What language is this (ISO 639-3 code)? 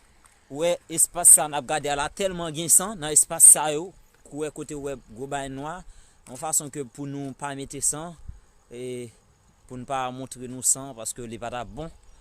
hat